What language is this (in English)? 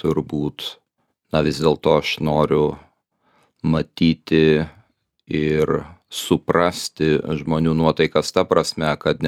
Lithuanian